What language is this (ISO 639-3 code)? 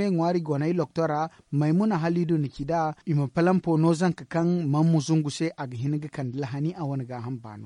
dje